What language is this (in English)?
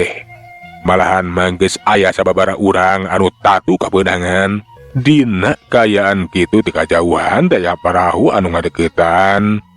Sundanese